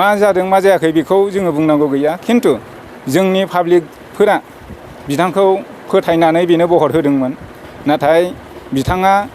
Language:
Bodo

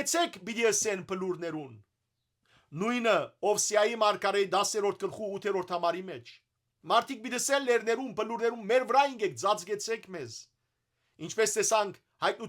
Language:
Western Armenian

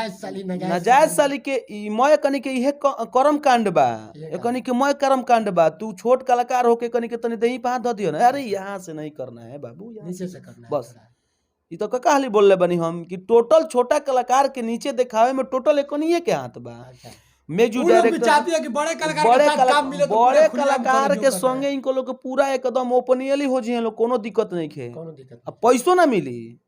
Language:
Bhojpuri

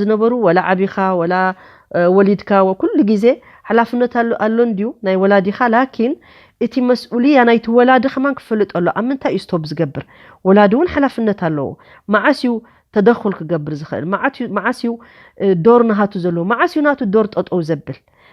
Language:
Tigrinya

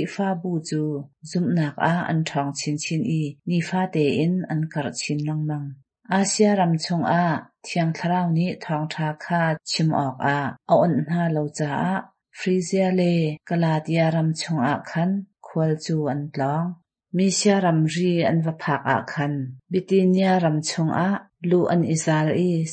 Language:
Hakha Chin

